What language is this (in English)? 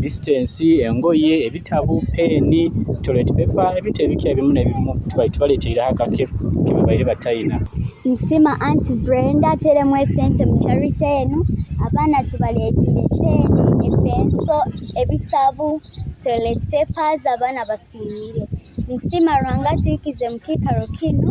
Nyoro